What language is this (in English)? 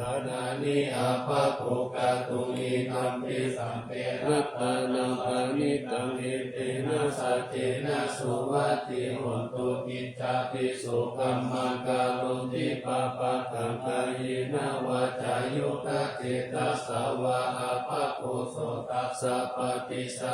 Pali